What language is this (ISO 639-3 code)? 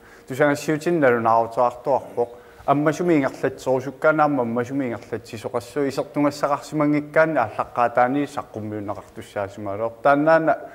kal